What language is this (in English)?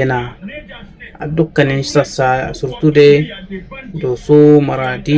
Hausa